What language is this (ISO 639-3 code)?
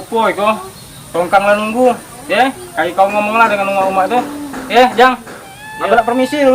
mui